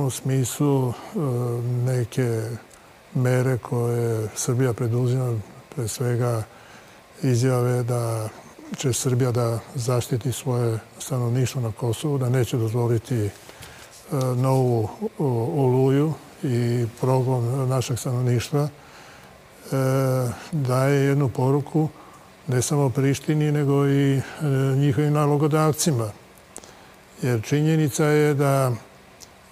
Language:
Serbian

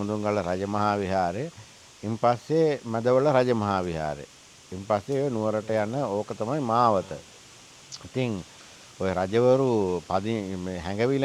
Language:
Sinhala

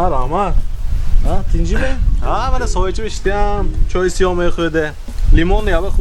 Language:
Tajik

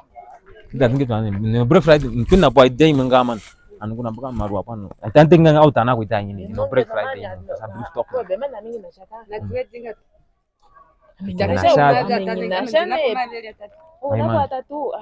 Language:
Swahili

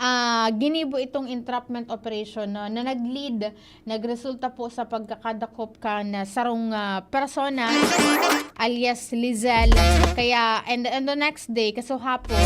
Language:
Bikol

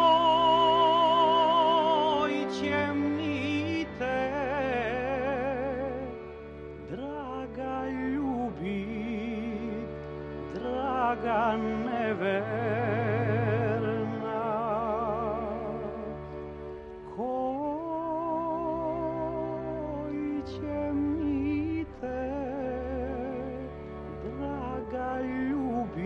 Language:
Serbian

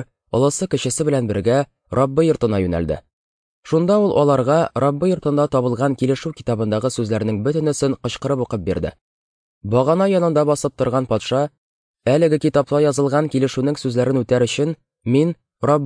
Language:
Tatar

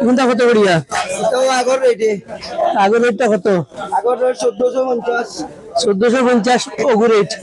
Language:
Sylheti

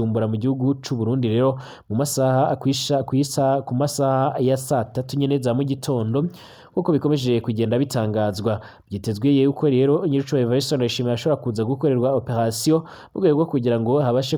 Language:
Rundi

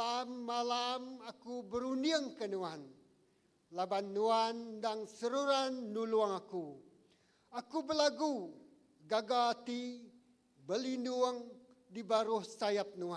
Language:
Iban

